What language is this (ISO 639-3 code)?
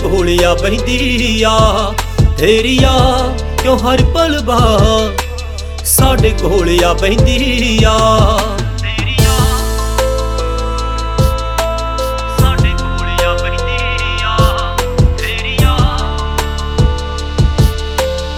pan